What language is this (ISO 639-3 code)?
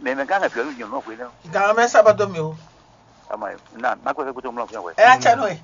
fon